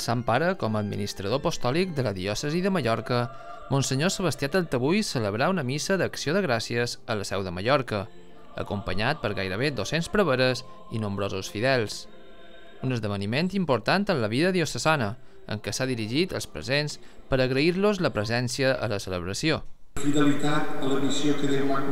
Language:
Catalan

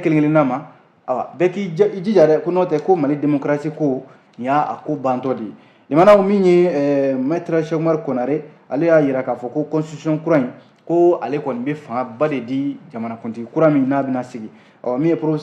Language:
Bambara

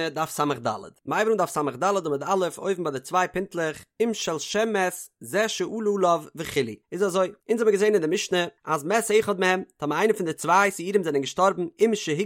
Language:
Yiddish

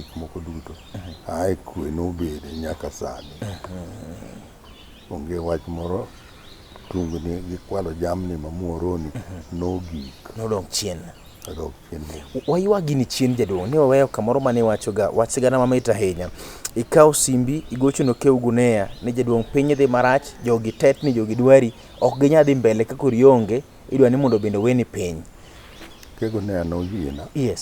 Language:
Luo (Kenya and Tanzania)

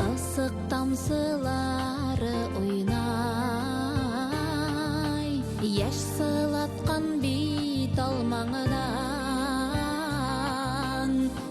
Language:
Bashkir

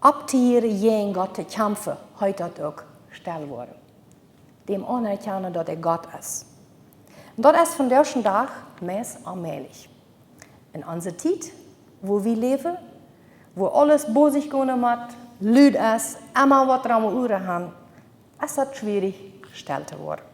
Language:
Plautdietsch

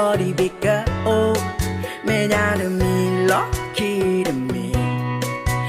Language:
S'gaw Karen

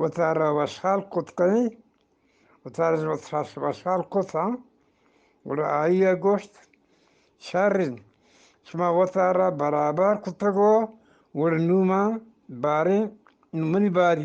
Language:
Eastern Balochi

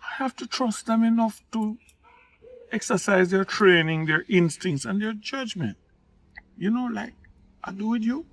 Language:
Jamaican Creole English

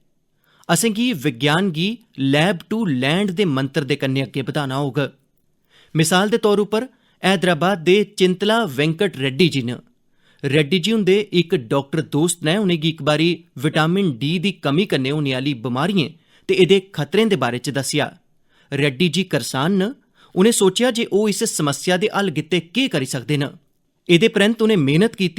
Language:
Dogri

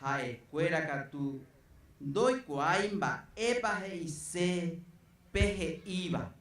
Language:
Guarani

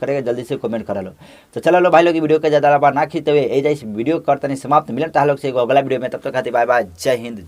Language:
Bhojpuri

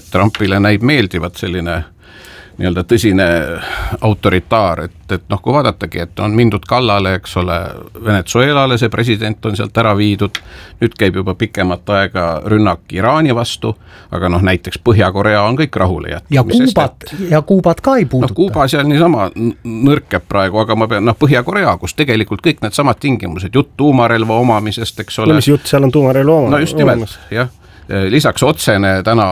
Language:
Estonian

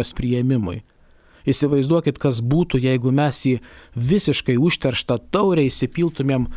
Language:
Lithuanian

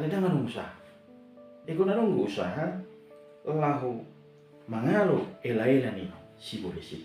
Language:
Batak Toba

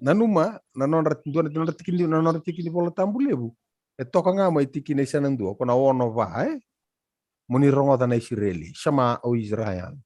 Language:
Fijian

